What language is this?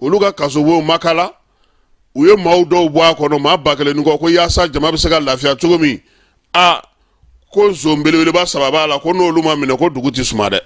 Bambara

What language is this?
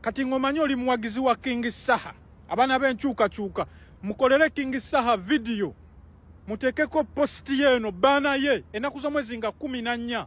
Ganda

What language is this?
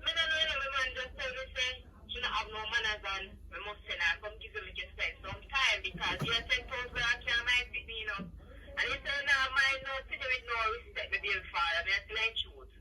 Jamaican Creole English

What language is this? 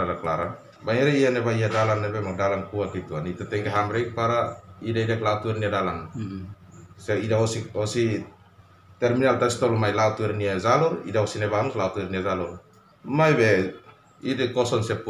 Tetum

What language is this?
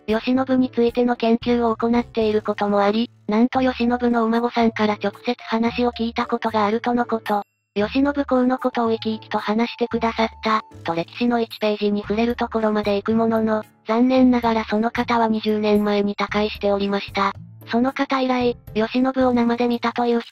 Japanese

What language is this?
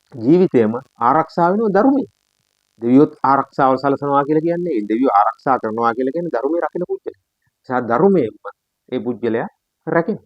Sinhala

